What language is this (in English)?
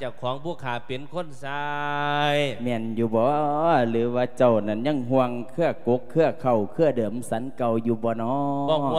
Lao